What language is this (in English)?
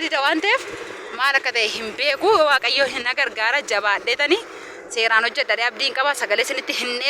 Oromo